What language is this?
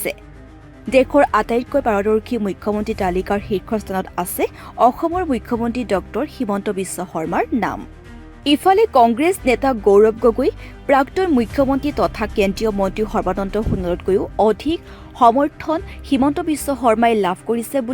Assamese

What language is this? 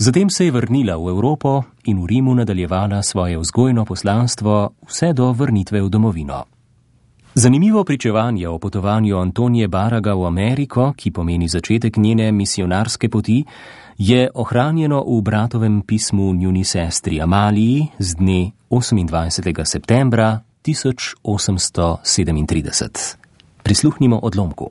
Slovenian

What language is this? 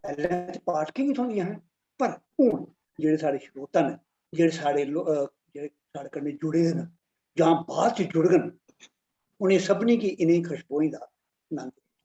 Dogri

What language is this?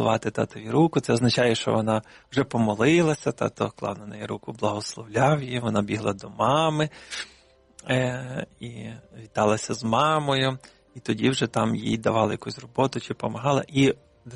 Ukrainian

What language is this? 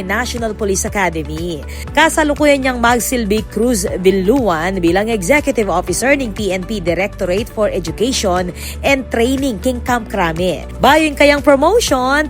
Pampanga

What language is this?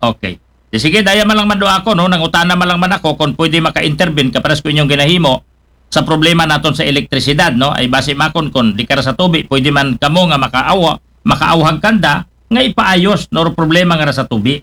Aklanon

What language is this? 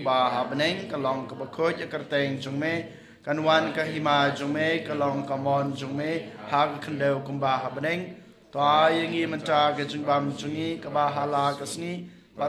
Khasi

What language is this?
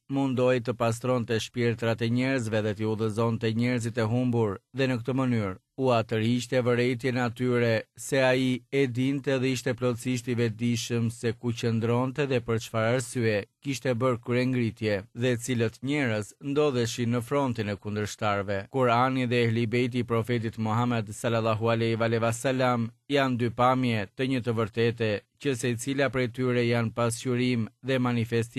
Albanian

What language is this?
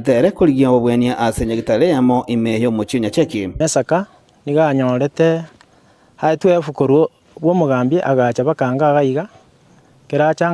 Gusii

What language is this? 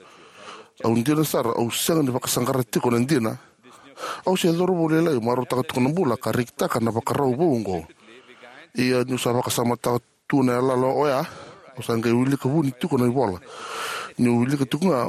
Fijian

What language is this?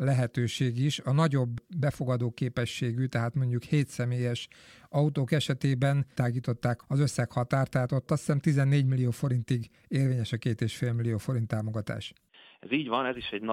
Hungarian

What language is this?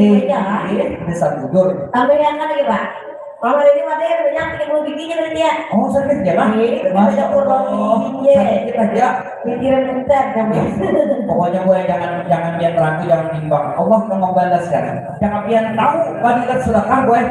Banjar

